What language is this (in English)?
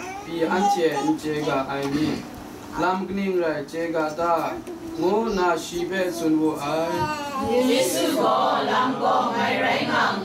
Kachin